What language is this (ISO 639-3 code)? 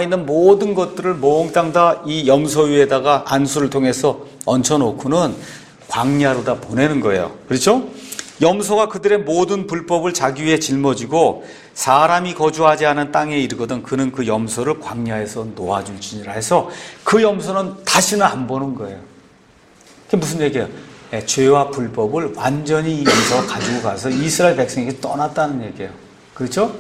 kor